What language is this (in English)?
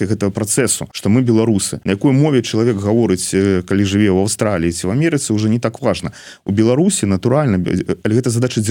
Belarusian